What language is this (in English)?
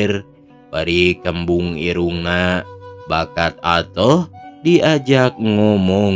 Sundanese